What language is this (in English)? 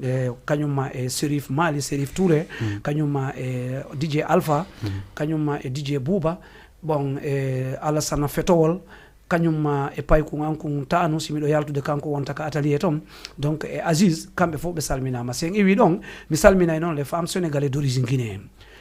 Fula